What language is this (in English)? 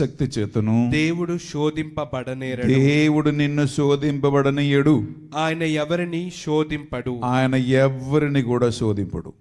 Telugu